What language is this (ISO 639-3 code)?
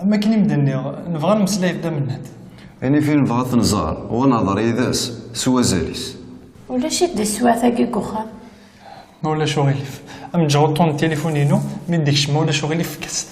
kab